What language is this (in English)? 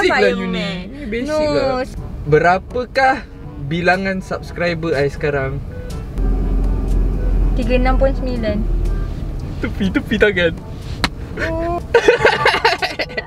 Malay